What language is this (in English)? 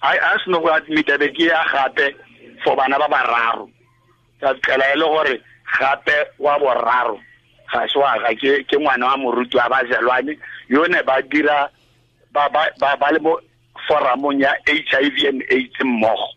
Tswana